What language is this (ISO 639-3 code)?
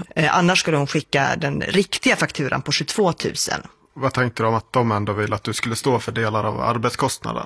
swe